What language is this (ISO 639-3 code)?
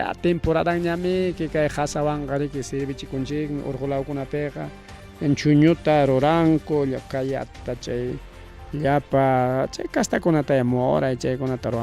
quy